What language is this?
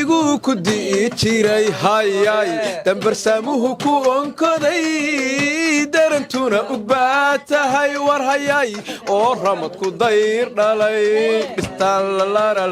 Somali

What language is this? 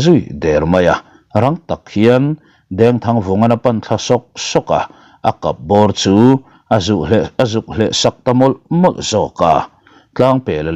Mizo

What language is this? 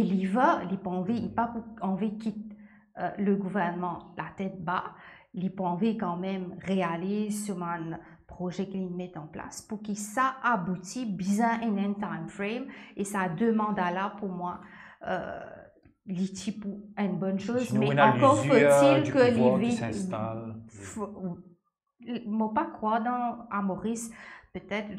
Morisyen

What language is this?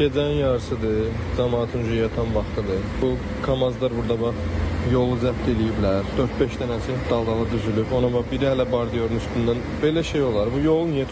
Azerbaijani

